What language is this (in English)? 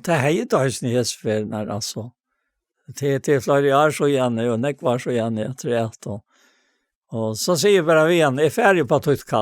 Faroese